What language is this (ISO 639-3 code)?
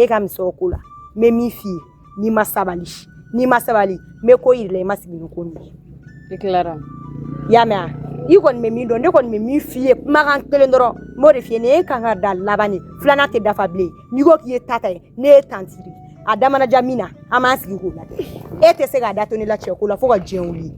bam